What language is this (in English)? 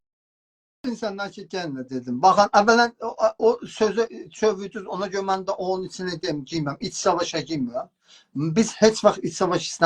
South Azerbaijani